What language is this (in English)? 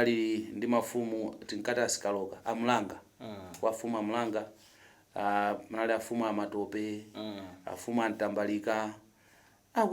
Nyanja